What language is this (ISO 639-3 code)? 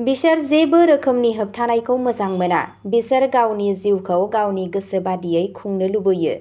brx